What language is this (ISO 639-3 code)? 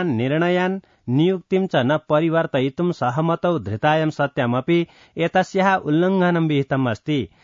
san